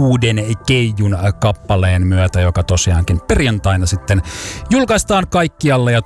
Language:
Finnish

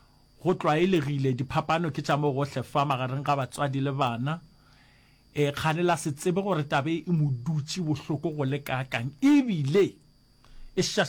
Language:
Northern Sotho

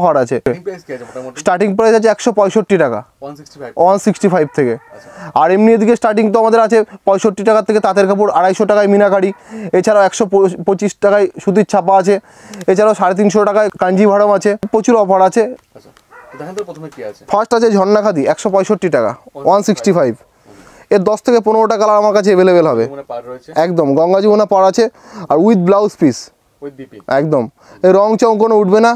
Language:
Bangla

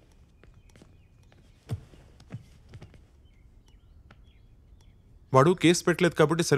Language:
Telugu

